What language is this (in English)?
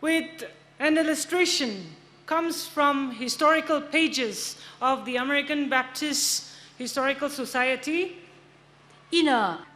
Tangkhul Naga (India)